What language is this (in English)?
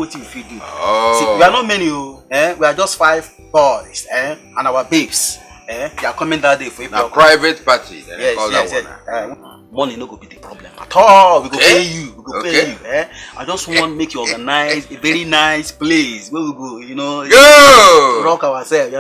Nigerian Pidgin